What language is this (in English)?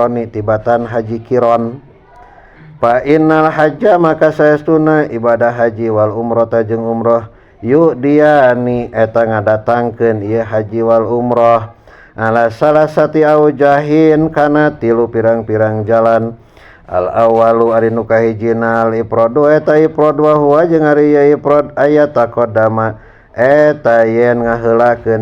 Sundanese